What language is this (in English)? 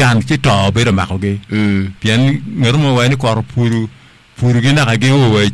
Acoli